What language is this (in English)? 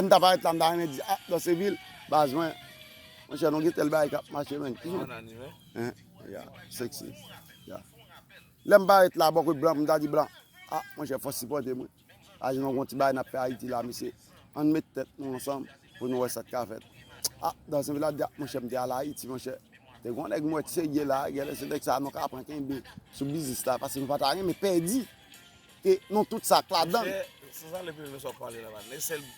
Haitian Creole